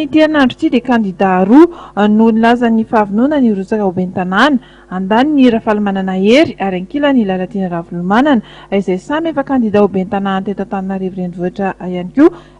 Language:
Malagasy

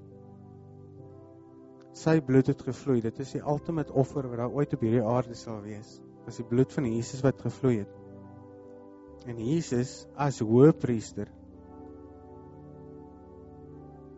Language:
Afrikaans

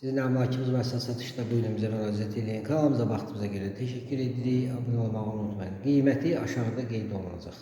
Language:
Azerbaijani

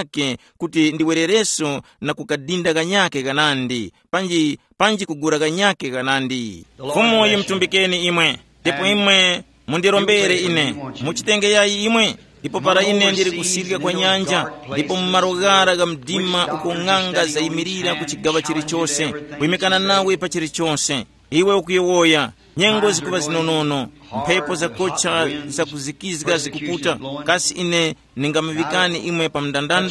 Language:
Tumbuka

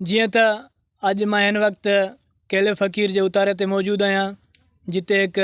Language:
Sindhi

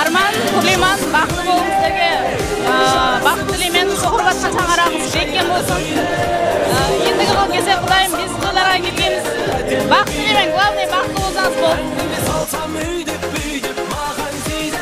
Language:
Kara-Kalpak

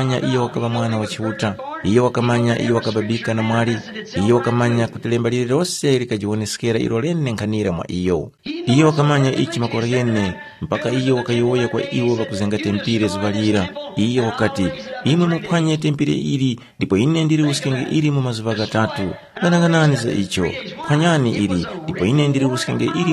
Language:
Tumbuka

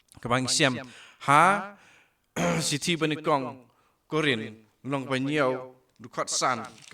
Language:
Khasi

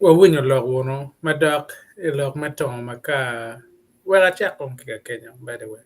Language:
Acoli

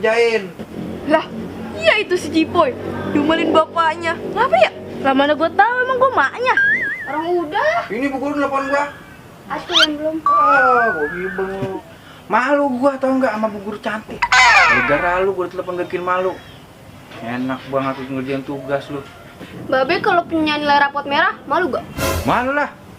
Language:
Betawi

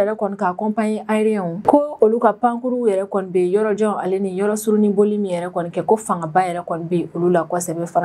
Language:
Bambara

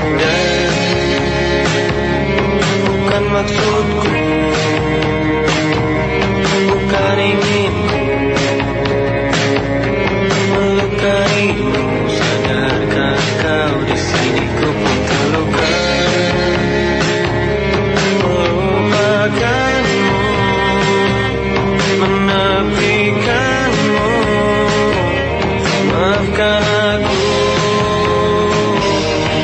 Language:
Indonesian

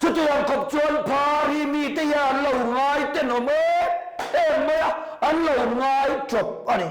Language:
Mizo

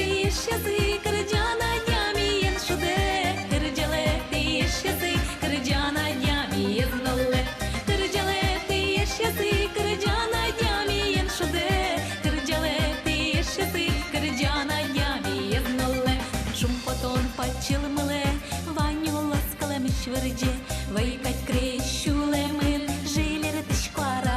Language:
Udmurt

